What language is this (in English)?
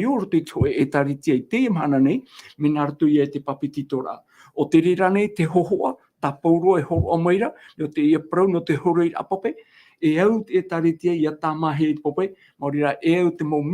Tahitian